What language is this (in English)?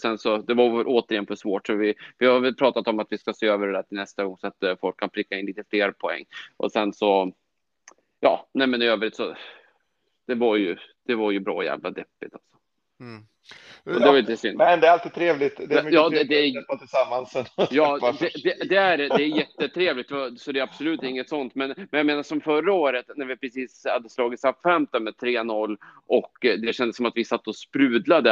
Swedish